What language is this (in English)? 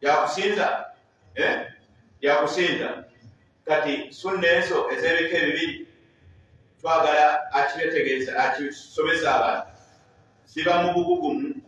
Ganda